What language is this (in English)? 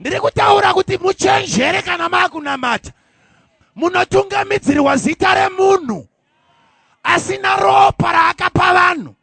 Shona